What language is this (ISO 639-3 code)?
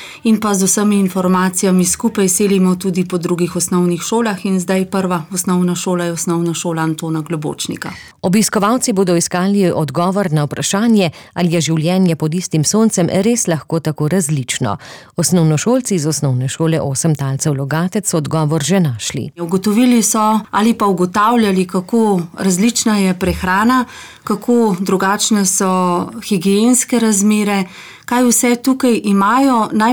slv